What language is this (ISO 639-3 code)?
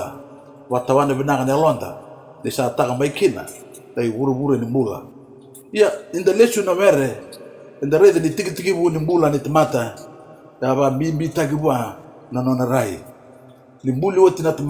fij